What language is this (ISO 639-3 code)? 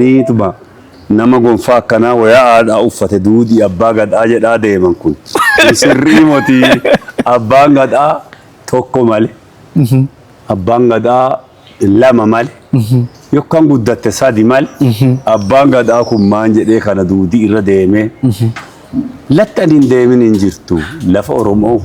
orm